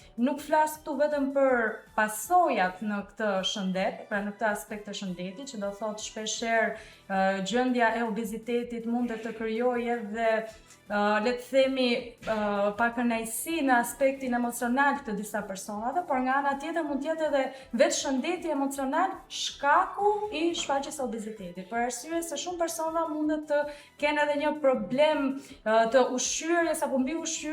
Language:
Albanian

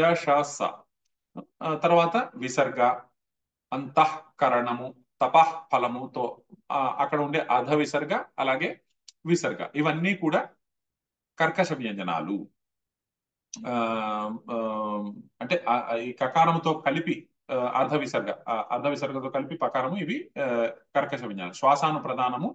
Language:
Telugu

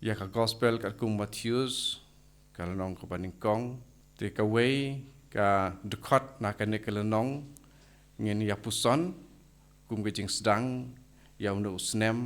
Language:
Khasi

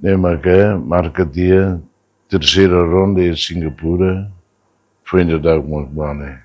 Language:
Tetum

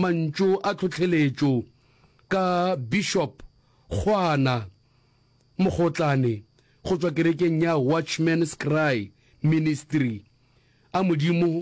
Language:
Northern Sotho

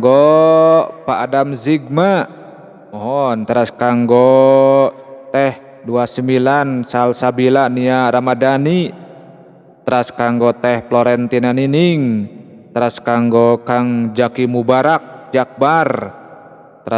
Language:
Sundanese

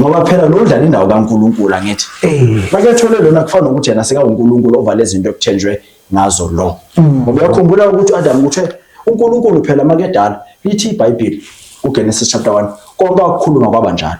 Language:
Zulu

